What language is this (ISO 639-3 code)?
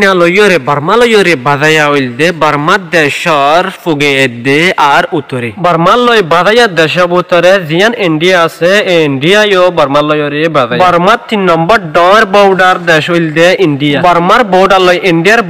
rhg